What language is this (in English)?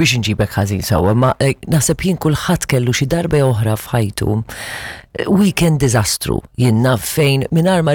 Maltese